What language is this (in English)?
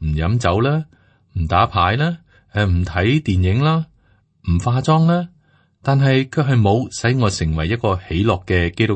Cantonese